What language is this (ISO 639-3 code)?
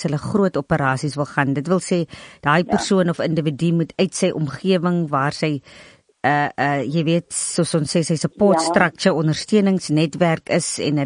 afr